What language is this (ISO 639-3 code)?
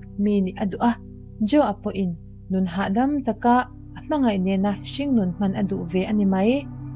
lus